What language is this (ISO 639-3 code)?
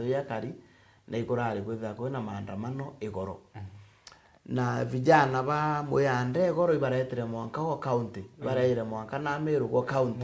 mer